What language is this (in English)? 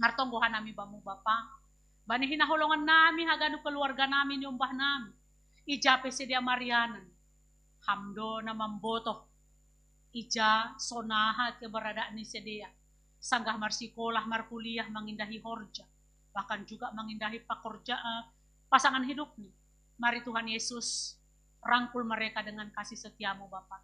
Batak Simalungun